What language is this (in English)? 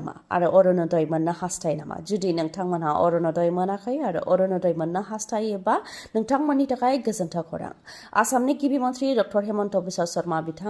Bodo